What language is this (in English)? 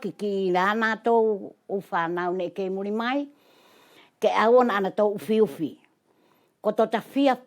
Wallisian